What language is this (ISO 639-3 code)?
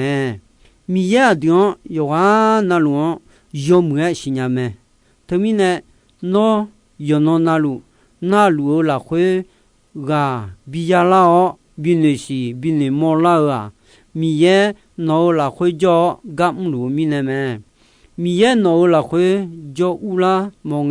ahk